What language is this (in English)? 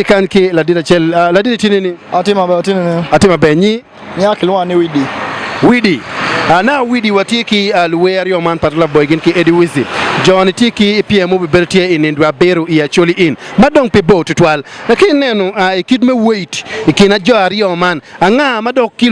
Acoli